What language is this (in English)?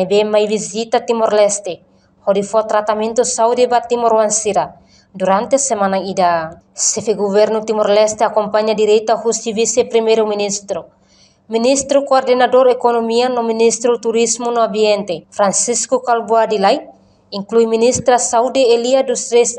Tetum